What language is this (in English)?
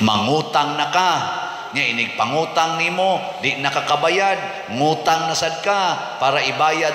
Cebuano